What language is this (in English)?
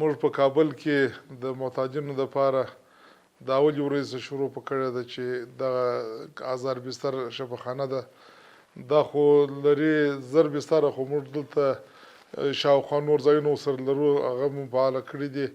Pashto